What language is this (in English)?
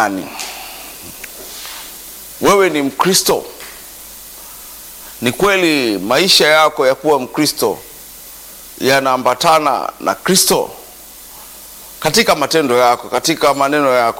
Swahili